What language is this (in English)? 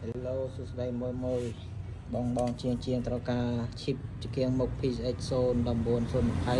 Khmer